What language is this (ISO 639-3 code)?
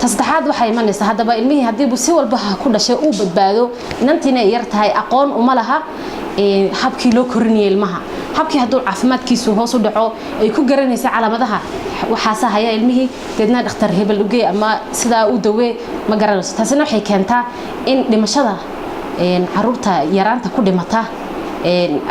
som